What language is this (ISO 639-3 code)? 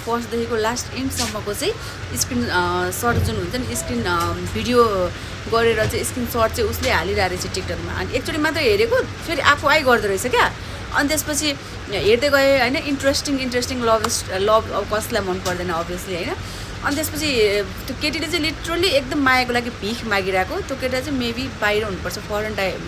nep